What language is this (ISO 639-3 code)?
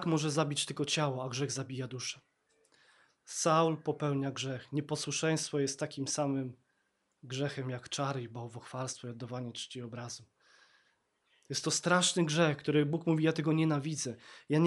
pol